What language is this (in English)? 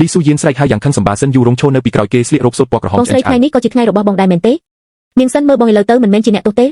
Khmer